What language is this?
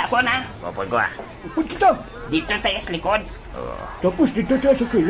Hiligaynon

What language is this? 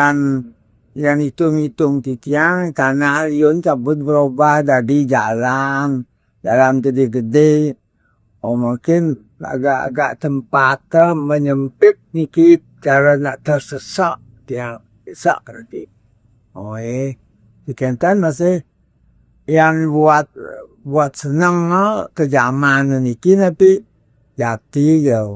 Balinese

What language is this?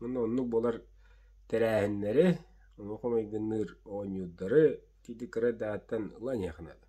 Yakut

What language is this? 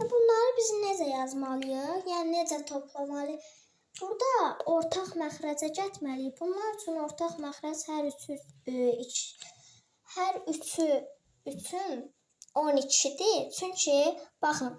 Azerbaijani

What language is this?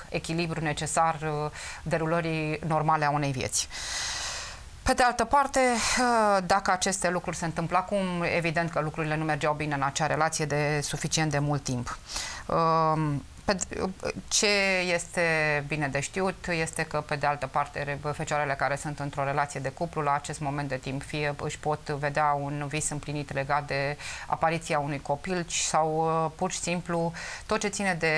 Romanian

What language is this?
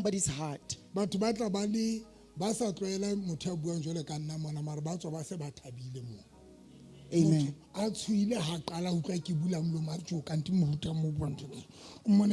Southern Sotho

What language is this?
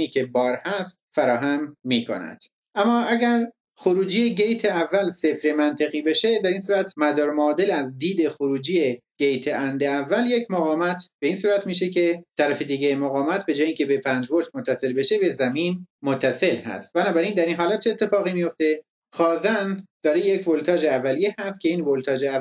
Persian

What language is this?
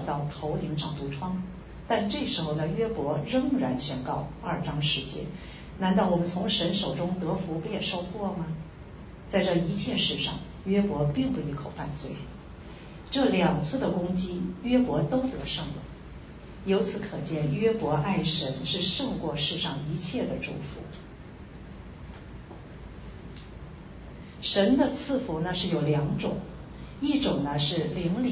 Chinese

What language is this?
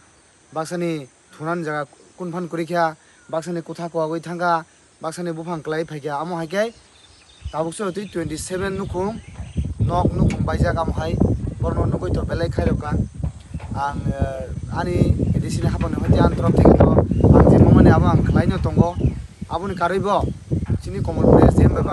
Kok Borok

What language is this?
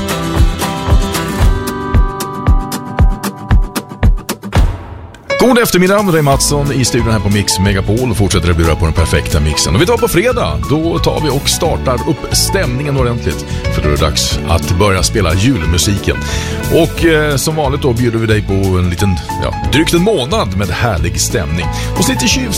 Swedish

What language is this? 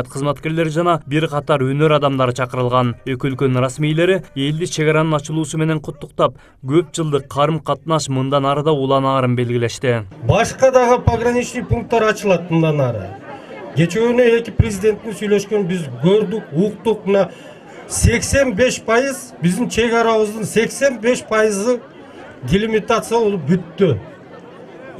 Kyrgyz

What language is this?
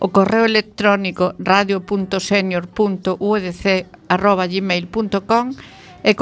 Galician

